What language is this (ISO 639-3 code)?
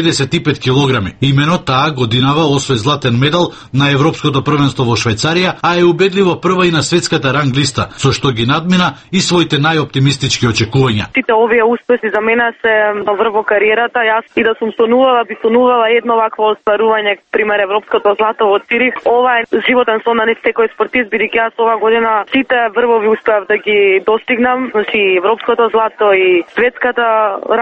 mkd